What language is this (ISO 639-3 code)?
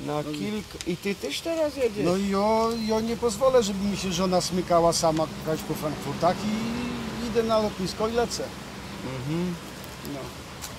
szl